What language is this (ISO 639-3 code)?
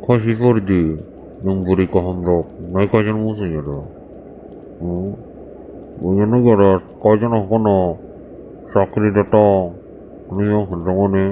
trp